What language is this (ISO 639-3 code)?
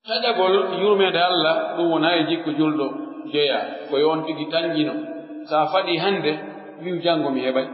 fuf